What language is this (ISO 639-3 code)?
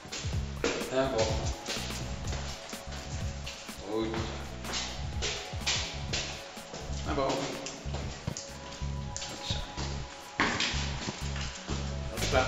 nld